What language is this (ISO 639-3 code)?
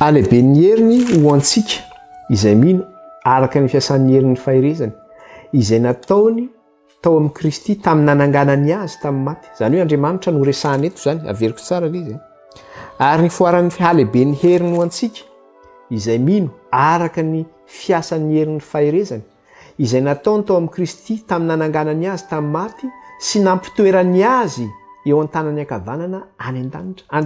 mlg